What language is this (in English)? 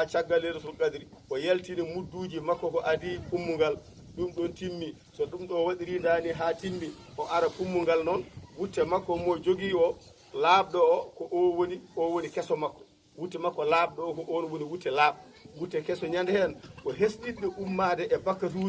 Fula